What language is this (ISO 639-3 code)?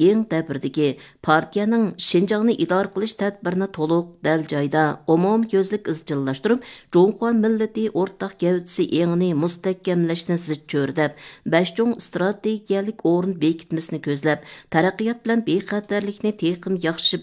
uig